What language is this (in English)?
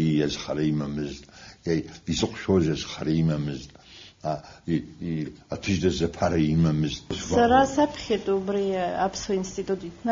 Abkhazian